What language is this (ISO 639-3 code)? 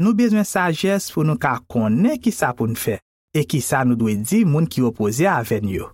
hat